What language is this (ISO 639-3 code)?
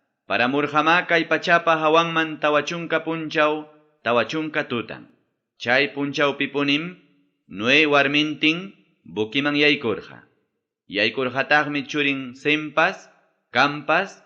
quy